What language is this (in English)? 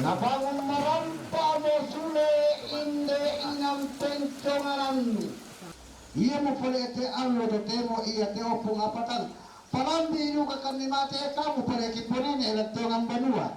Toraja-Sa'dan